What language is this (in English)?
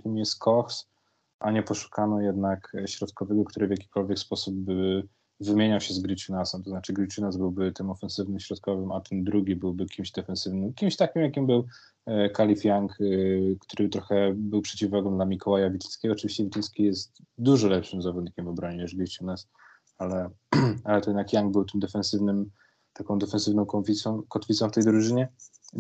Polish